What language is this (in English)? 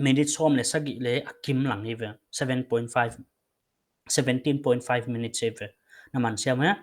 Paite Chin